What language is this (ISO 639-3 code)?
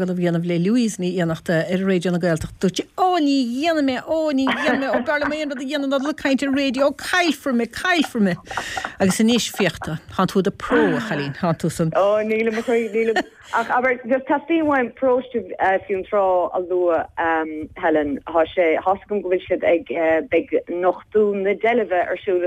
gle